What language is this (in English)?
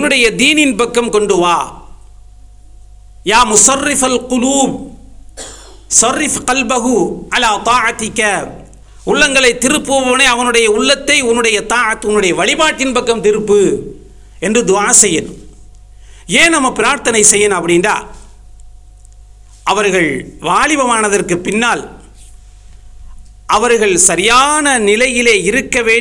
Tamil